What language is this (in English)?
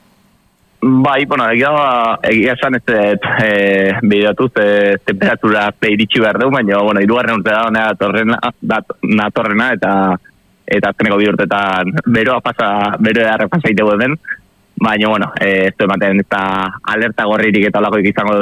Basque